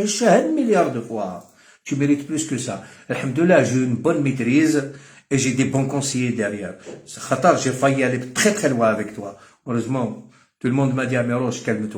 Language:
Algerian Arabic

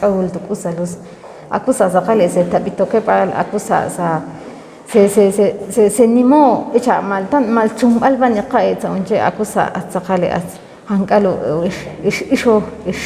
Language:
Ixil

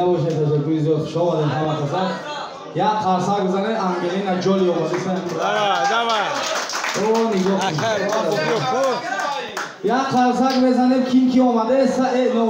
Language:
Tajik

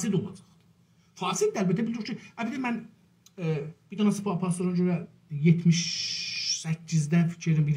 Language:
South Azerbaijani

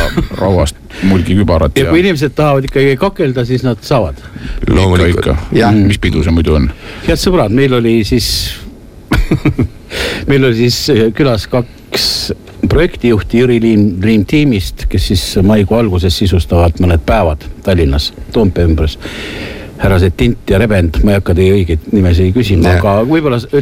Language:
Estonian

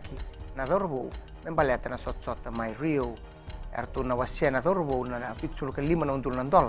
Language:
Fijian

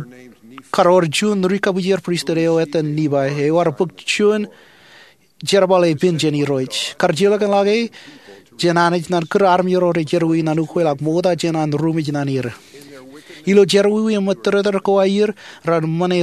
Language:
Marshallese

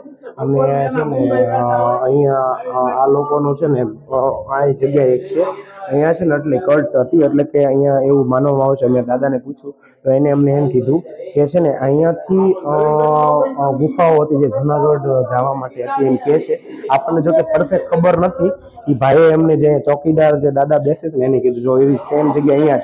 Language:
Gujarati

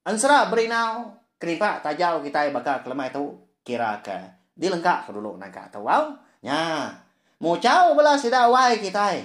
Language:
Iban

